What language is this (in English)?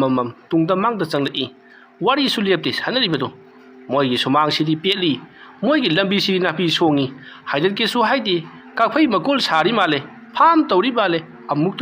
Manipuri